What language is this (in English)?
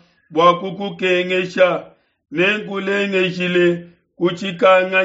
Luba-Lulua